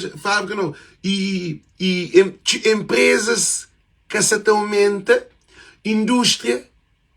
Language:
Kabuverdianu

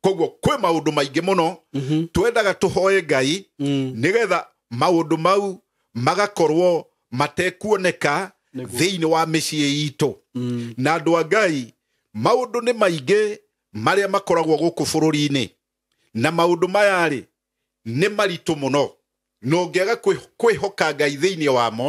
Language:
Kikuyu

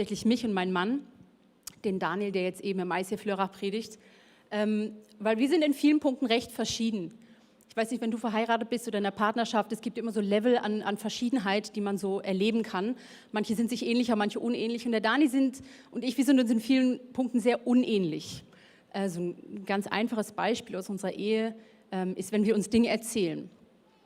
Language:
Swiss German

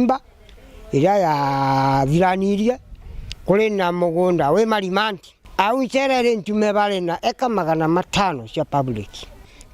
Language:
Meru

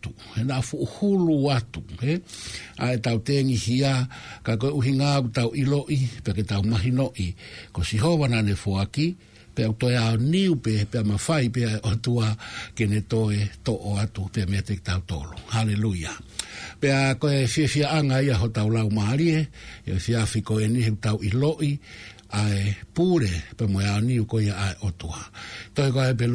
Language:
Tongan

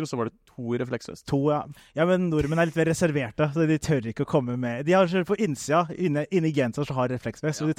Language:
Norwegian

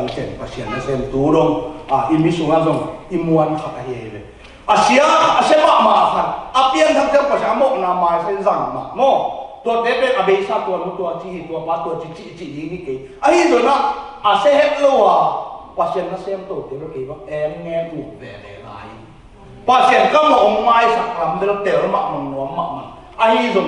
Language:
Tedim Chin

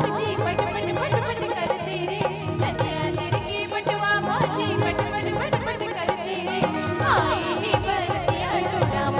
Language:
Chhattisgarhi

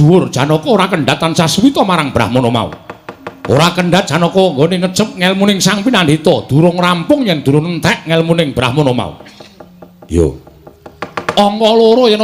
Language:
Javanese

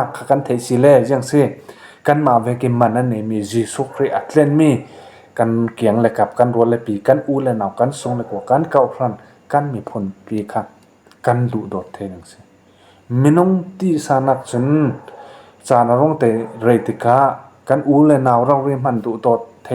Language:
Falam Chin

